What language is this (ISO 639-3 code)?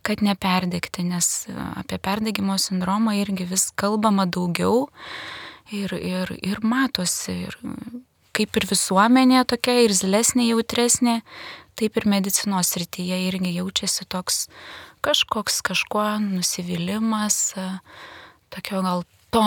lit